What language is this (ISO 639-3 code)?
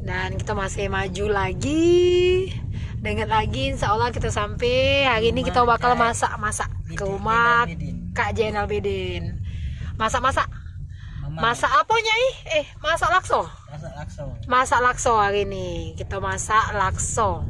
mui